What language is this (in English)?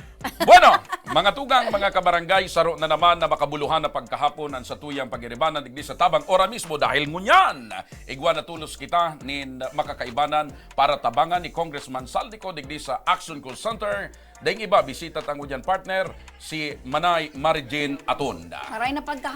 Bikol